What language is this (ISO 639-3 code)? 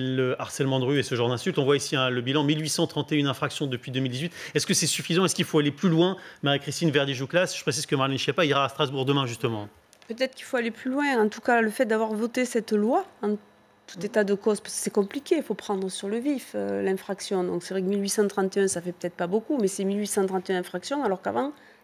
fra